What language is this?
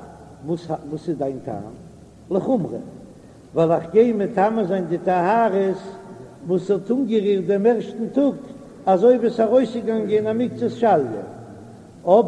Yiddish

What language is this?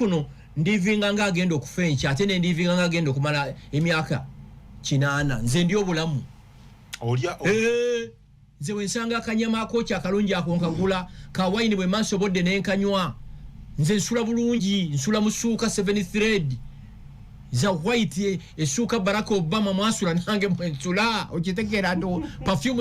Ganda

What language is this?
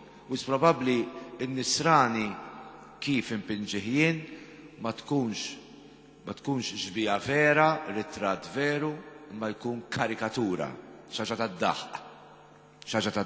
Maltese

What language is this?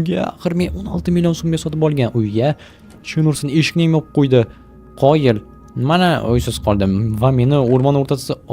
Uzbek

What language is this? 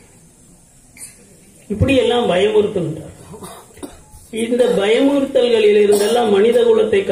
Tamil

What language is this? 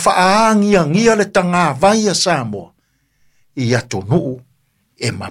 Samoan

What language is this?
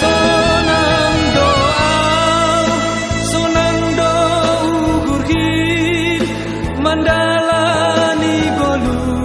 Batak Simalungun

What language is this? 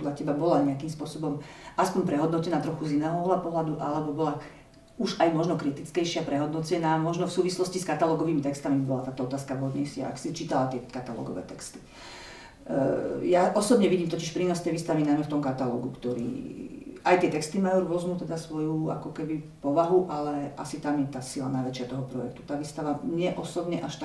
Slovak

